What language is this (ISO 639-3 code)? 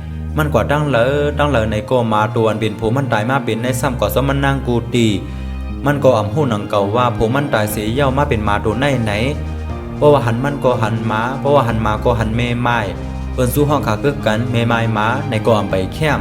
shn